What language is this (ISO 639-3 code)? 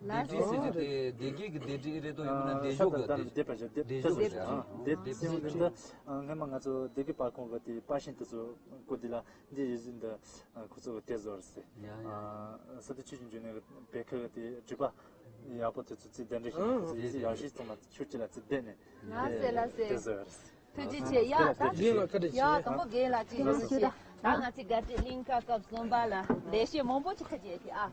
bod